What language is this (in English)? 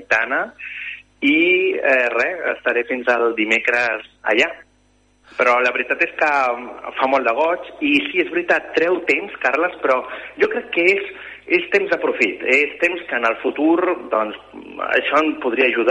Catalan